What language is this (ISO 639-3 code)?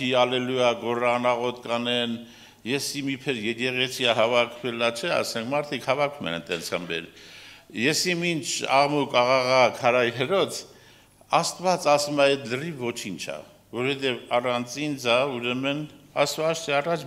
hye